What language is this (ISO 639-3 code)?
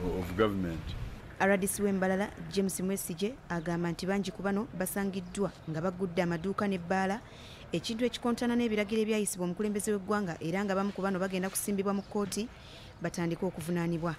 lug